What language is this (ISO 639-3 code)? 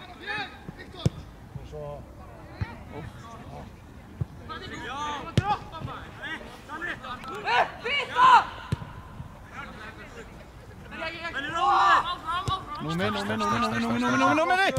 isl